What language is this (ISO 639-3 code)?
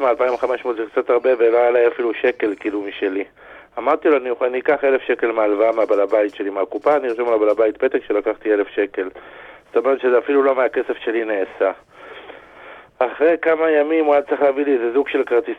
heb